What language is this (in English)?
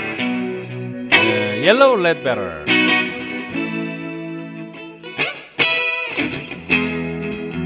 Korean